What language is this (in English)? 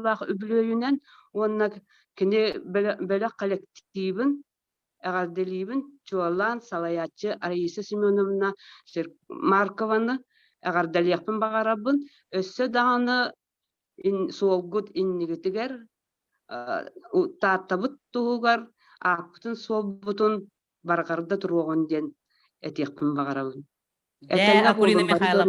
Yakut